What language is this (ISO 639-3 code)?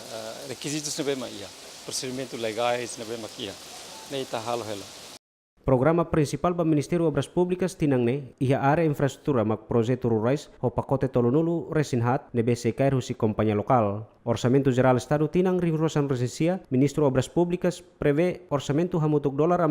tet